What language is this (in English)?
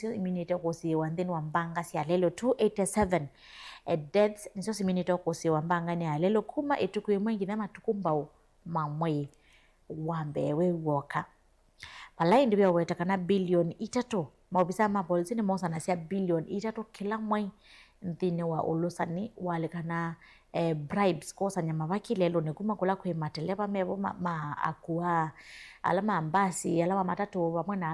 Kamba